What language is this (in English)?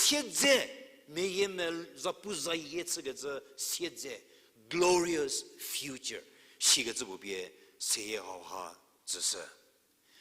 Angami Naga